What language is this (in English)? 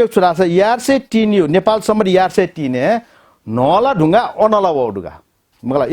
Newari